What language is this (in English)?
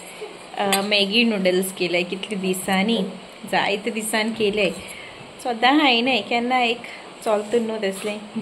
Konkani